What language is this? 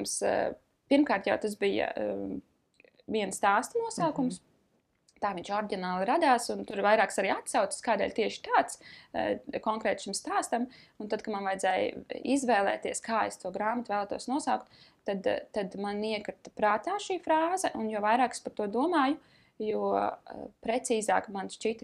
Latvian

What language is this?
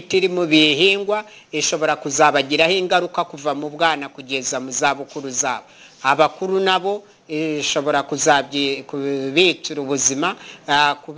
Kinyarwanda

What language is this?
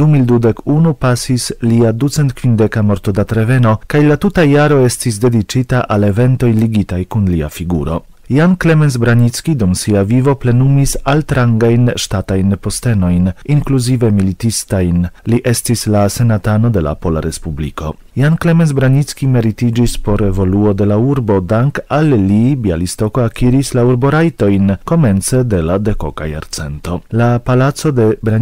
Esperanto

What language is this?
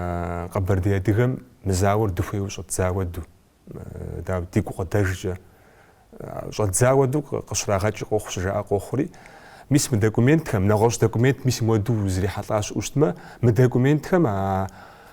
Kabardian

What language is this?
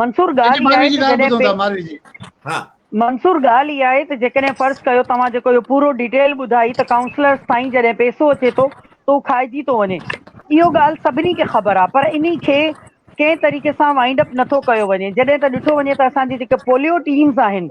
Sindhi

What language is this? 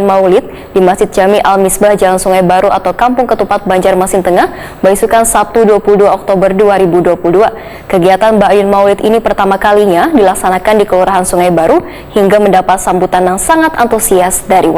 Banjar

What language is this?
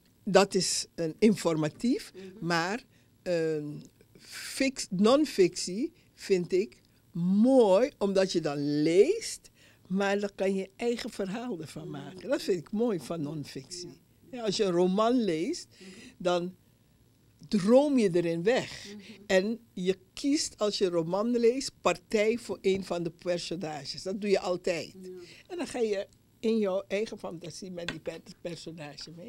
Dutch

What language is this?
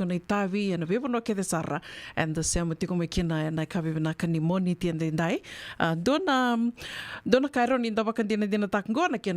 Fijian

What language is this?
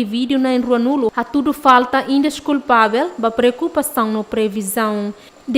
Tetum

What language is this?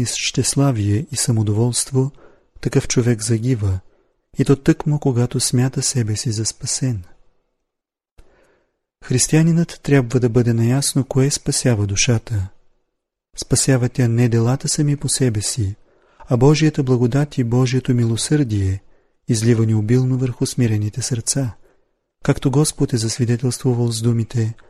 Bulgarian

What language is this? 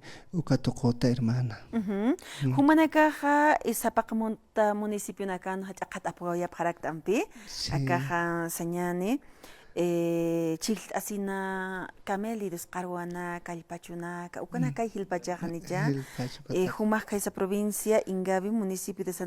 Aymara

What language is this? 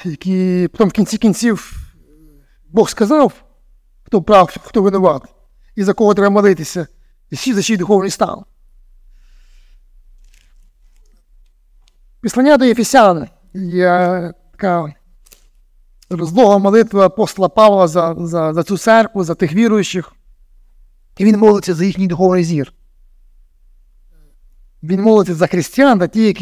Ukrainian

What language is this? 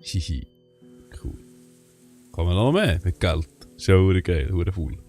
Swiss German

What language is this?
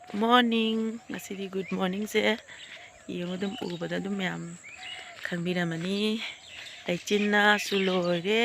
Manipuri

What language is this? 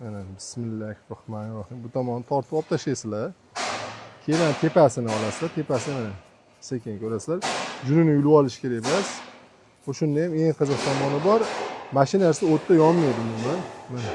Uzbek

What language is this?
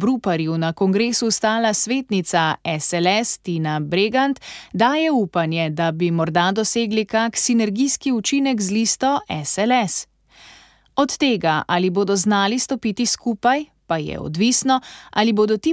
Slovenian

